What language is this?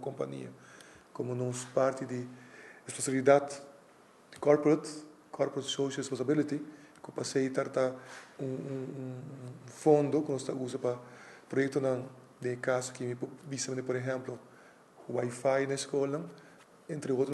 Papiamento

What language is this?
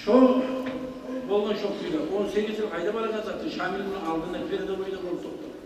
Kumyk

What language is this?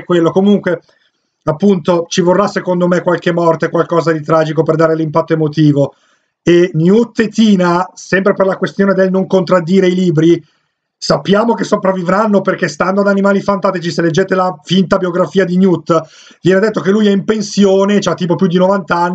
Italian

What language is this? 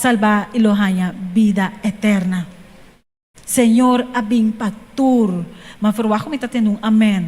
Papiamento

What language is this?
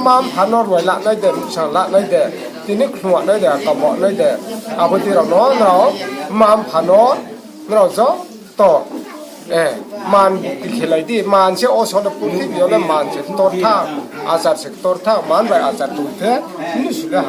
Riang (India)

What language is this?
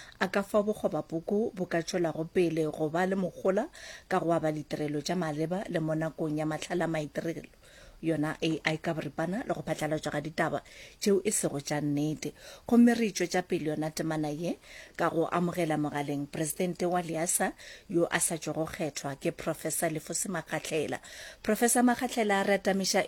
Northern Sotho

